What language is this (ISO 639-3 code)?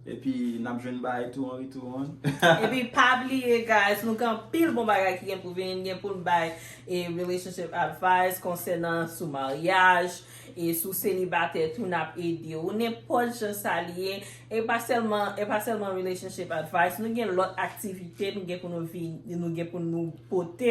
hat